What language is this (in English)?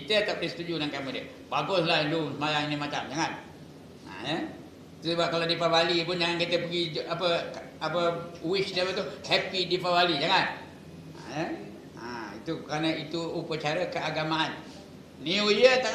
Malay